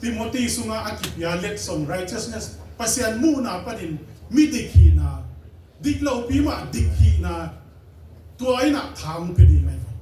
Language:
Tedim Chin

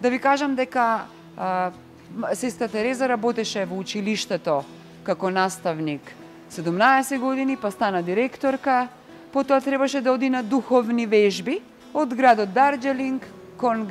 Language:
Macedonian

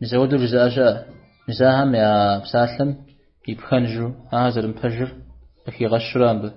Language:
Kabardian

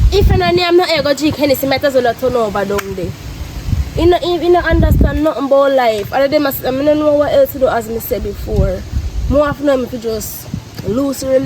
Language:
Jamaican Creole English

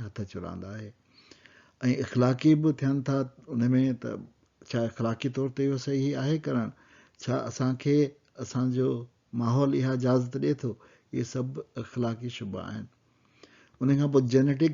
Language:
Sindhi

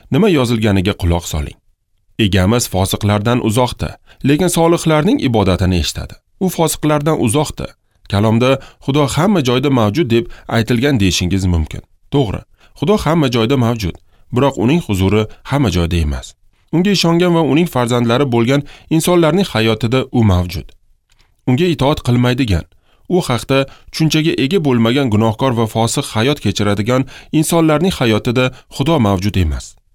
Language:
Uzbek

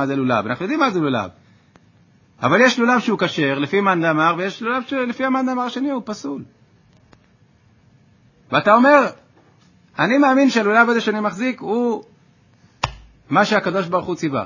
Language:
Hebrew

